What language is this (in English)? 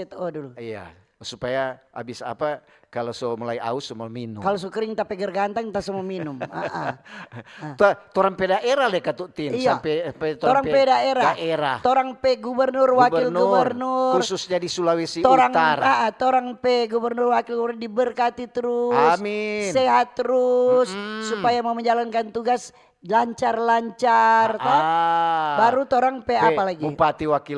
Manado Malay